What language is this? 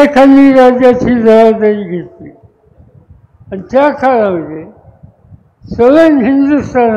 Marathi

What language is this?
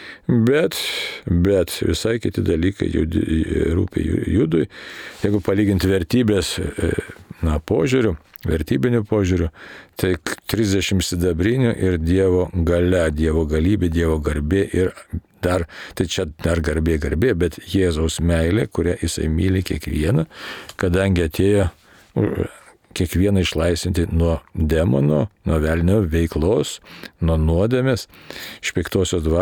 Lithuanian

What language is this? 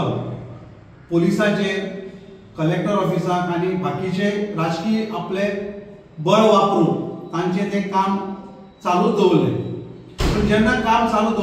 Konkani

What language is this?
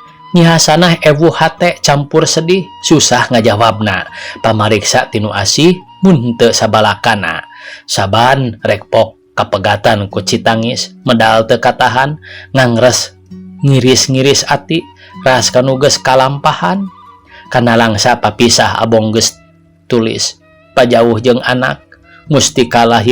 Sundanese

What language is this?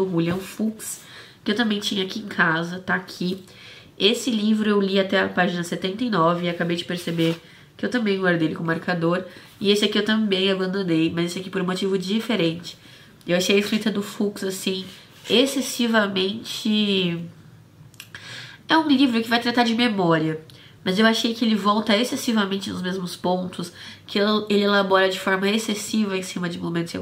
Portuguese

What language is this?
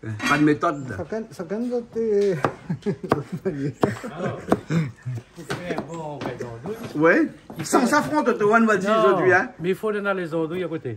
Réunion Creole French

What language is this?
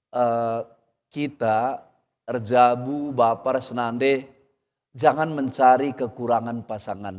Batak Karo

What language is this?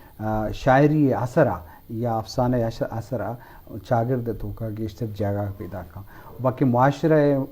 Eastern Balochi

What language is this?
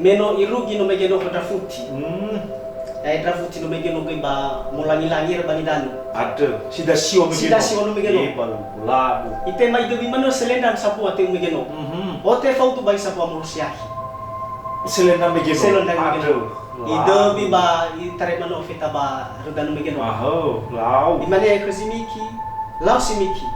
Nias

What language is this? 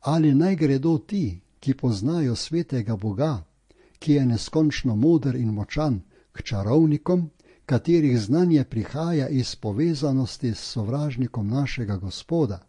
Slovenian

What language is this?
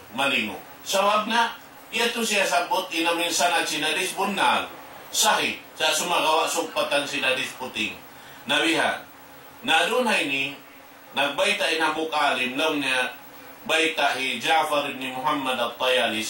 Tausug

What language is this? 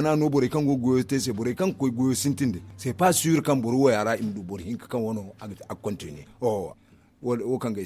Zarma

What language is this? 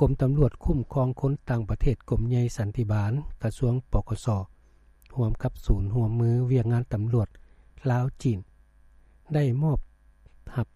Lao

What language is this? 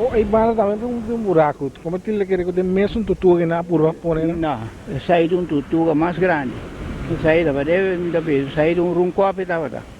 Papiamento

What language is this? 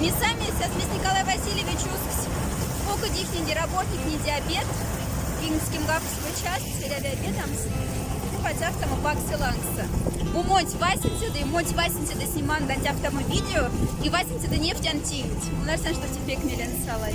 Moksha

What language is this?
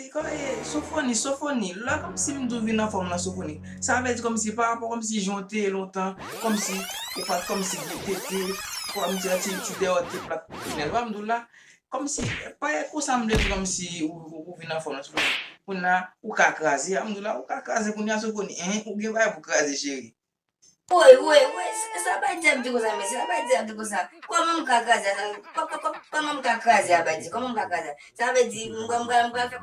Haitian Creole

